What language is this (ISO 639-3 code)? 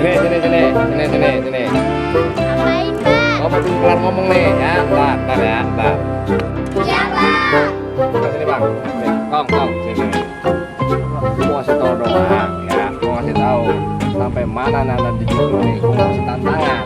bew